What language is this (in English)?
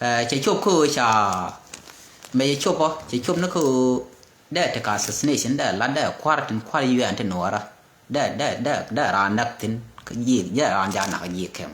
Nuer